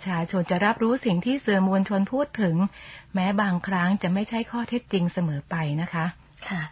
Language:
Thai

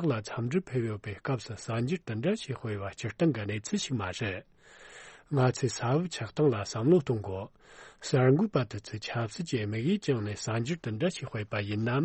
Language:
Tibetan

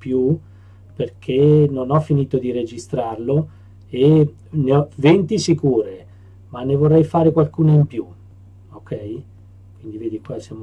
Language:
Italian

